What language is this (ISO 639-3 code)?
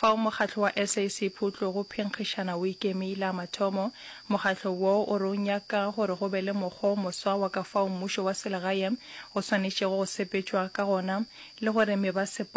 nso